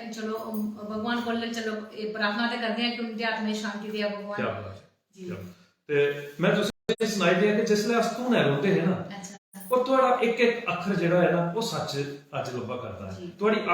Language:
Dogri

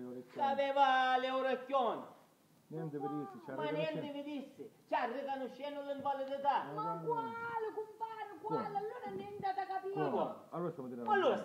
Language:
Sicilian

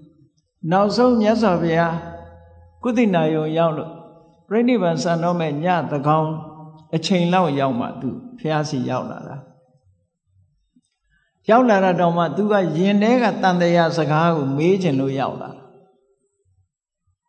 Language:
Burmese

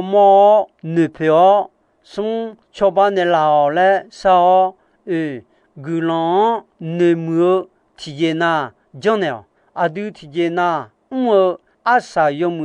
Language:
Akha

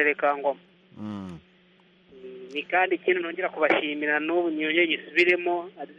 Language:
Kinyarwanda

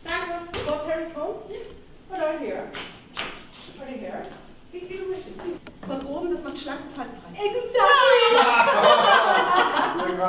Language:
German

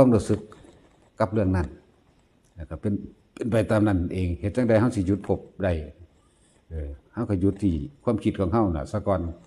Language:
Northeastern Thai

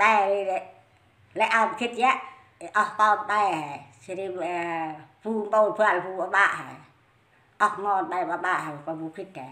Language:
Central Mnong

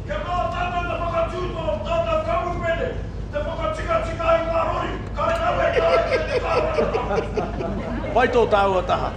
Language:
Māori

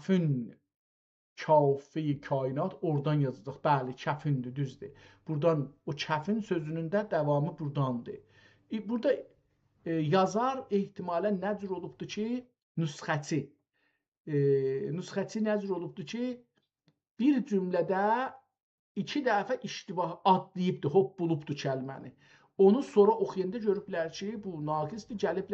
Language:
South Azerbaijani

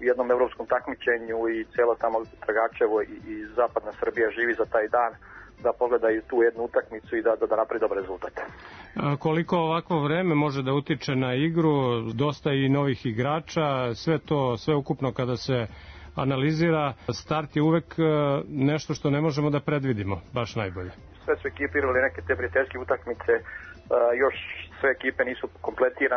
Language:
Serbian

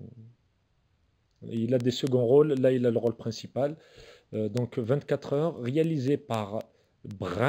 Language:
French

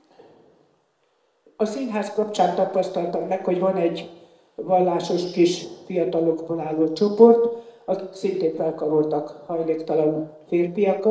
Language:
Hungarian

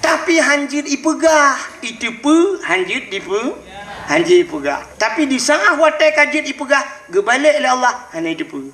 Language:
Achinese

